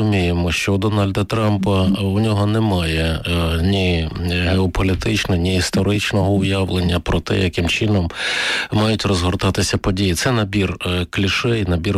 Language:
Ukrainian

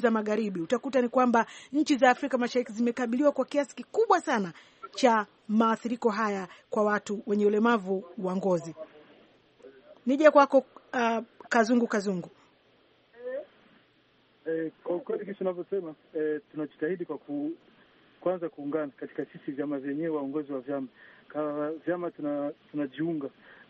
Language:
Swahili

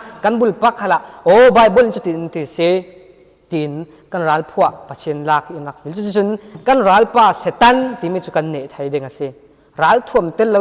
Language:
Falam Chin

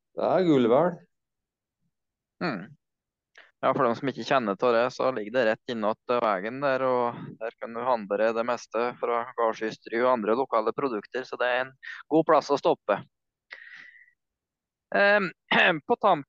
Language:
Norwegian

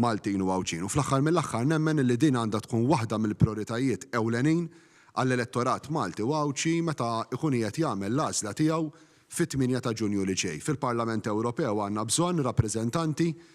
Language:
Maltese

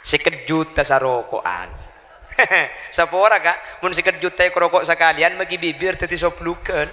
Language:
Madurese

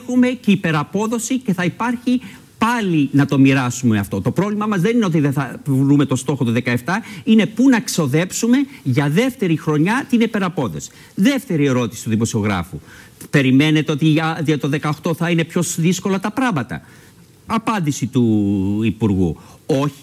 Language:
Greek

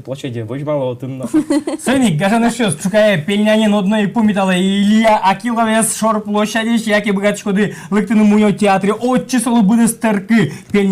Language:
Udmurt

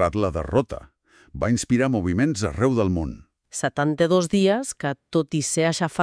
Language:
Catalan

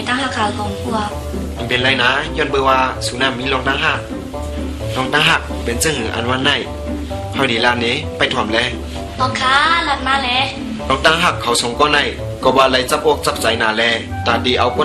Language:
Shan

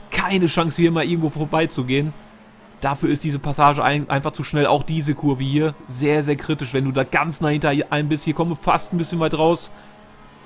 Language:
German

